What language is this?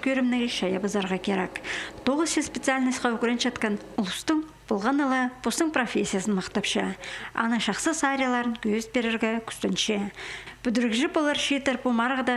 Khakas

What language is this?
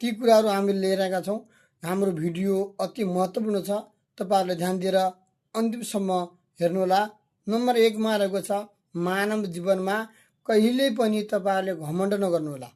Nepali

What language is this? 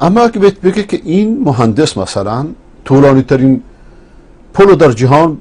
Persian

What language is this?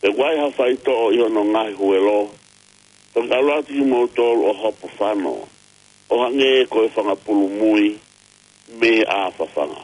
Tongan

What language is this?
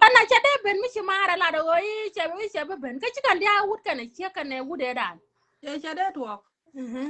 Nuer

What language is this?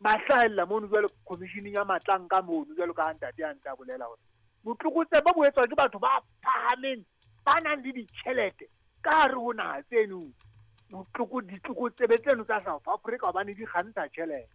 Southern Sotho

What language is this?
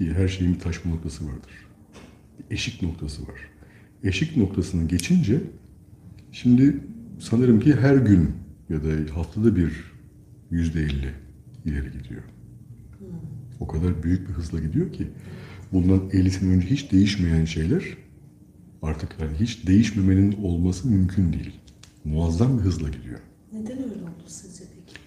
Turkish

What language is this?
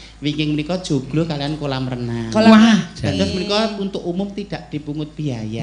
Javanese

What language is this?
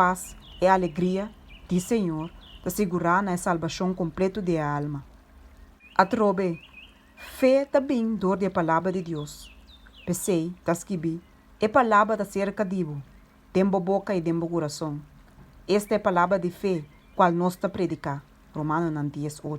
Papiamento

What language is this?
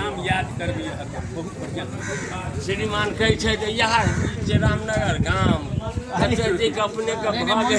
Maithili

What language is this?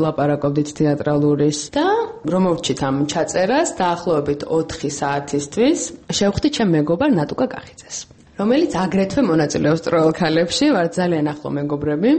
Georgian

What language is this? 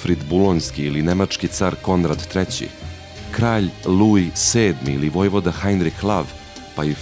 Serbian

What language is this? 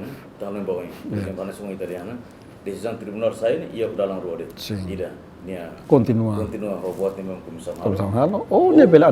Tetum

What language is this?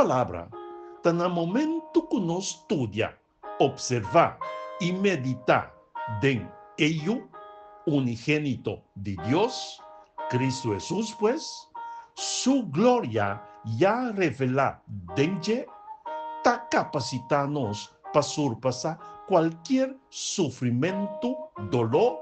Papiamento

